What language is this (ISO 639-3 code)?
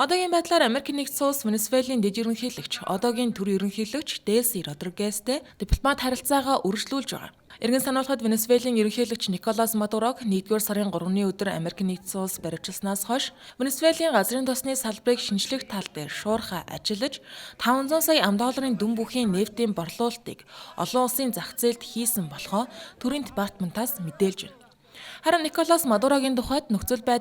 mon